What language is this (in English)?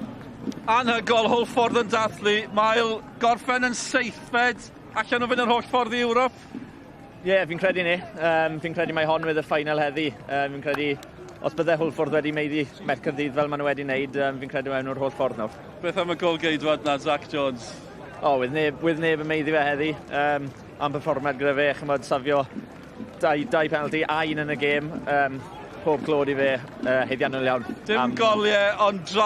Welsh